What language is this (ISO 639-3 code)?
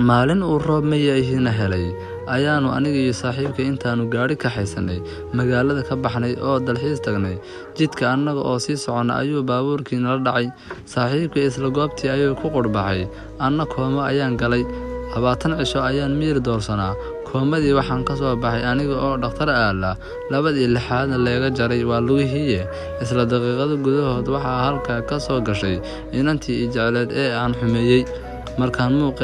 som